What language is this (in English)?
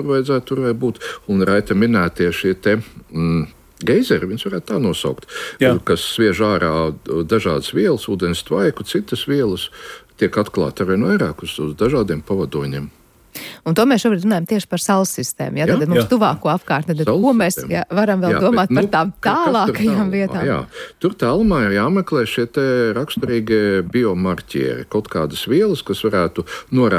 Latvian